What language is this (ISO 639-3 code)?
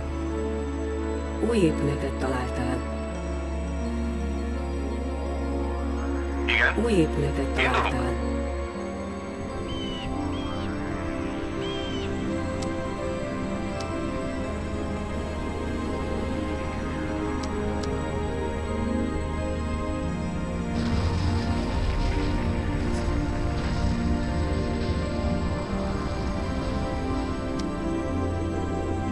hun